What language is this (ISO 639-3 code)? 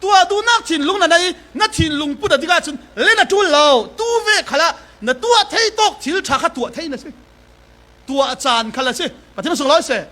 cfm